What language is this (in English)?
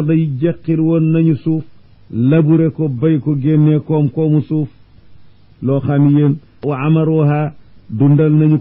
Wolof